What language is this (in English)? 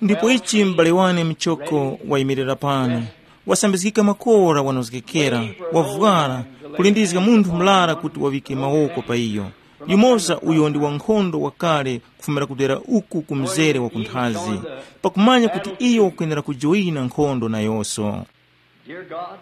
Tumbuka